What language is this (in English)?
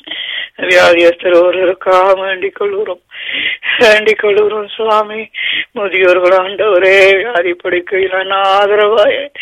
Tamil